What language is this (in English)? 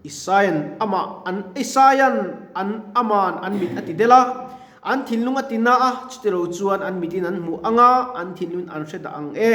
Mizo